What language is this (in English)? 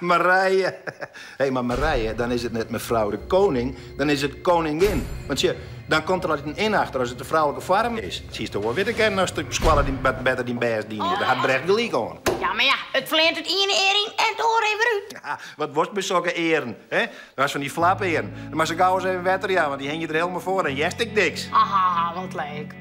Western Frisian